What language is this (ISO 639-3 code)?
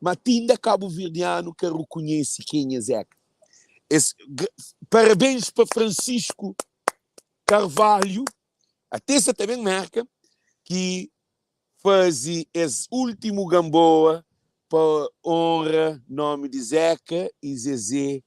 kea